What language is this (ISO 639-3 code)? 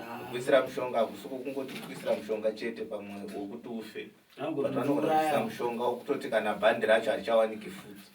sna